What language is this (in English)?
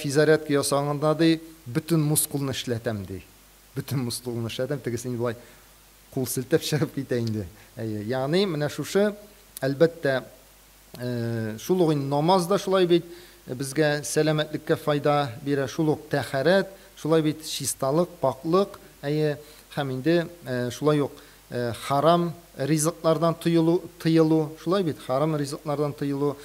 Tatar